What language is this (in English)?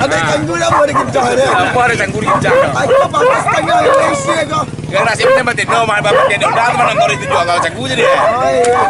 Minangkabau